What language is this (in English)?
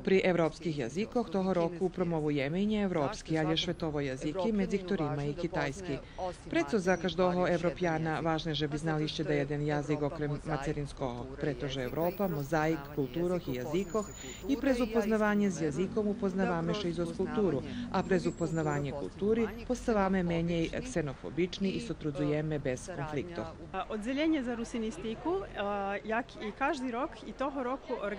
Rusyn